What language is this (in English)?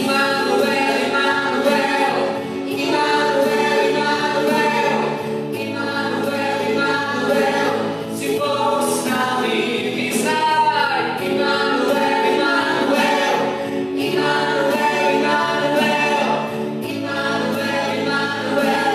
Slovak